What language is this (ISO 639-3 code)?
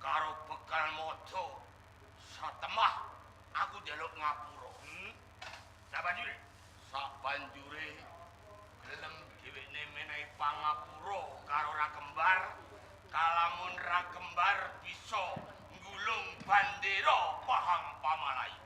jav